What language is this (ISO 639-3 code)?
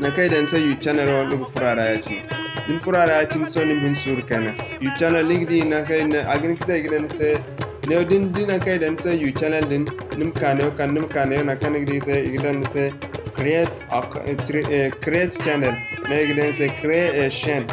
dje